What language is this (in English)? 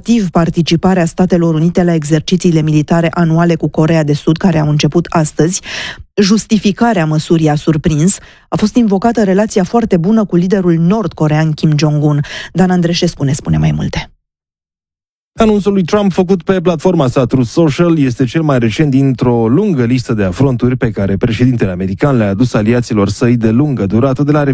Romanian